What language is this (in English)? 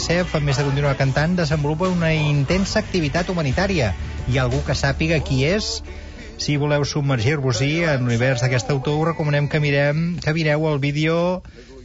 Catalan